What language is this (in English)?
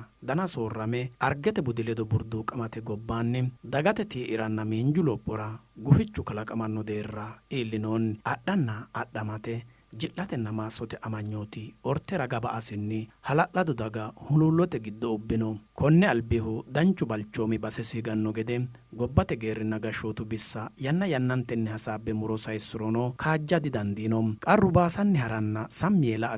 Sidamo